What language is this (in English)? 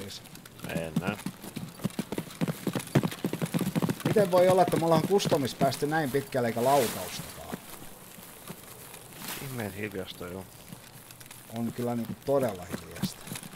Finnish